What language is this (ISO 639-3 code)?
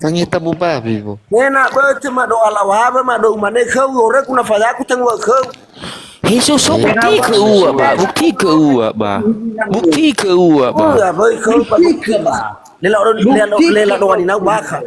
nia